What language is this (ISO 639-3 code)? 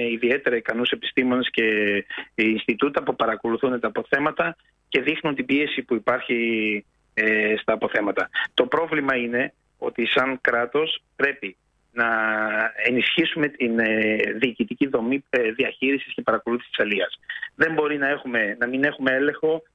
ell